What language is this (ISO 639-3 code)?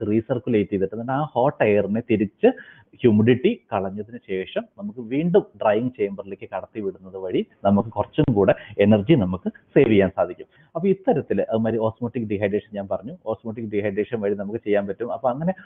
mal